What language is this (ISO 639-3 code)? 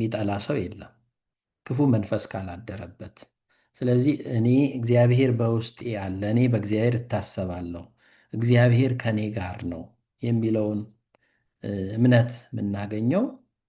amh